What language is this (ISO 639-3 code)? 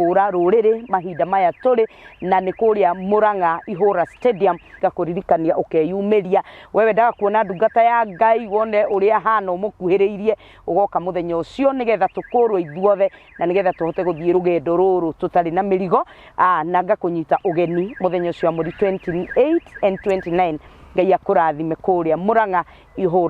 kik